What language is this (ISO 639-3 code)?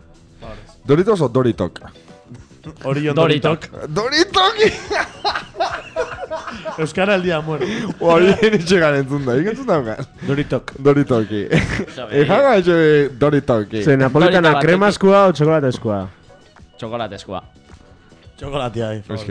eus